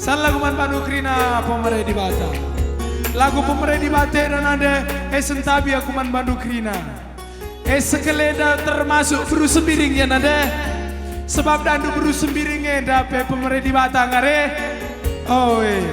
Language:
Batak Karo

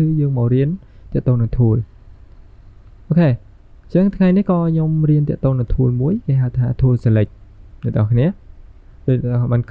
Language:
Khmer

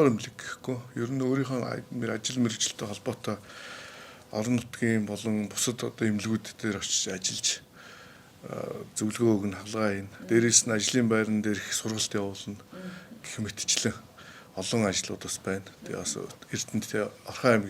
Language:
Mongolian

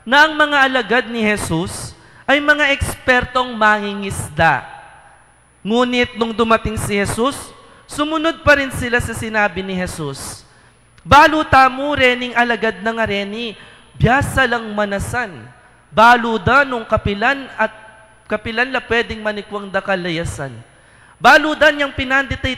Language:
Pampanga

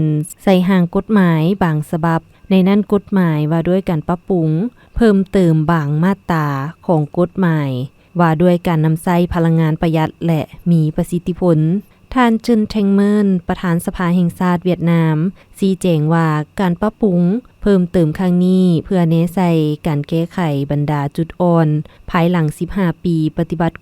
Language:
Lao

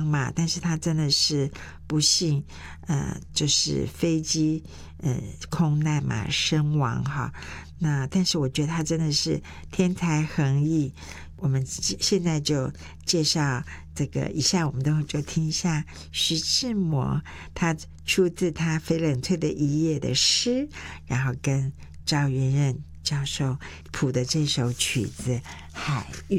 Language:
Chinese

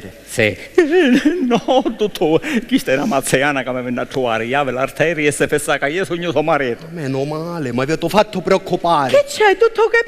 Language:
Sicilian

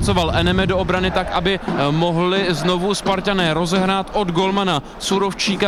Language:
Czech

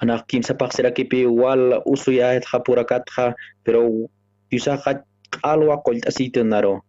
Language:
Aymara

